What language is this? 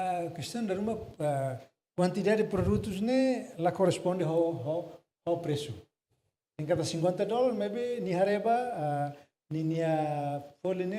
Tetum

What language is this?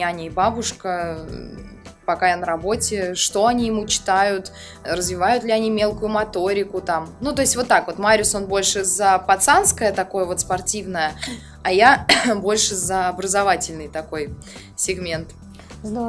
Russian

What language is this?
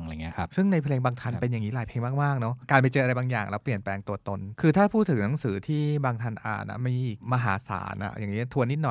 Thai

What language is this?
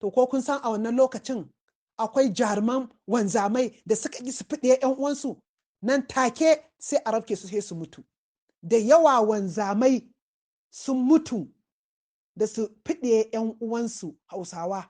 Hausa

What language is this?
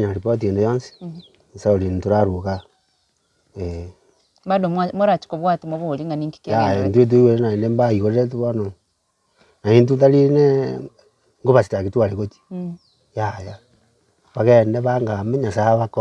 Gusii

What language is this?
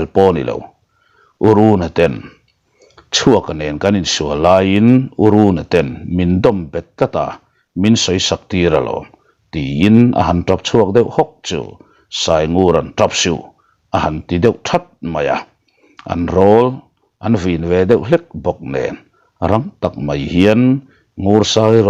Mizo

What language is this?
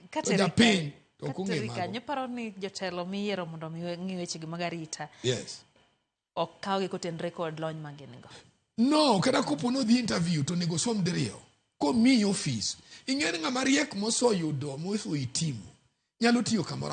Luo (Kenya and Tanzania)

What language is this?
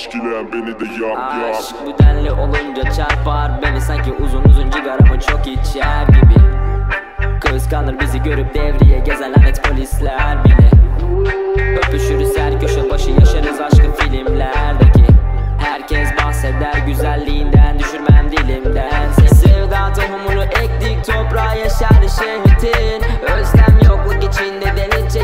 Turkish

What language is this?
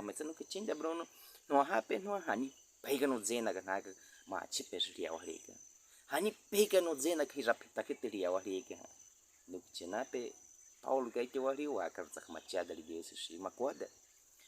Baniwa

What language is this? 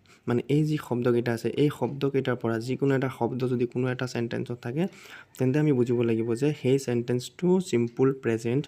Assamese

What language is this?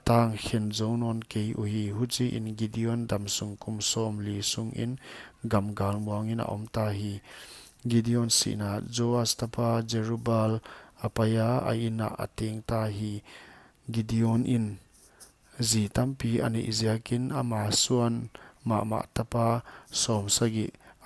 Paite Chin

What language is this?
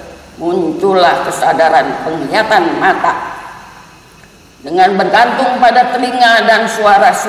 Indonesian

